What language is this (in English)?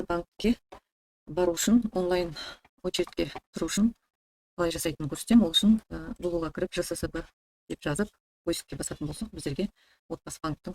Kazakh